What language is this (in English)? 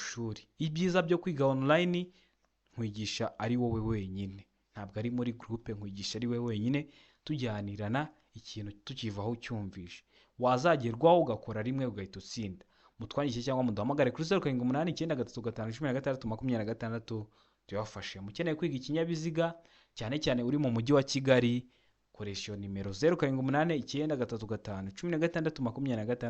Kinyarwanda